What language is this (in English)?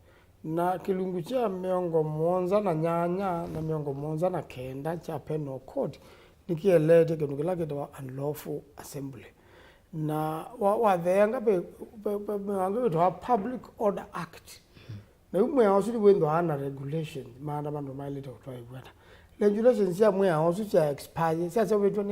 Kamba